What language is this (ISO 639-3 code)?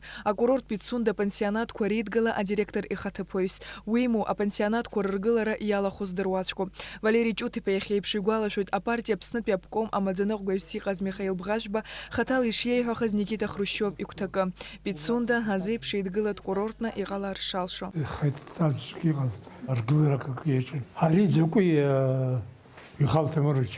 abk